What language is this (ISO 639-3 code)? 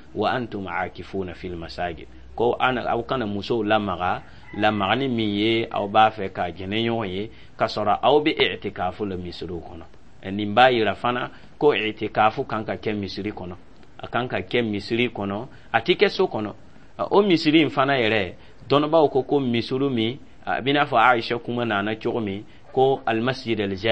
dyu